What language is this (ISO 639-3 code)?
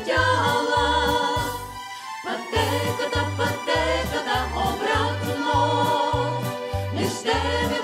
bul